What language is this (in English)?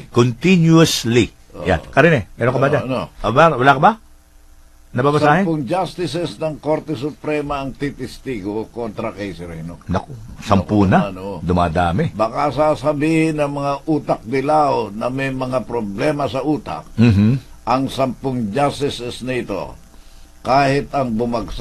Filipino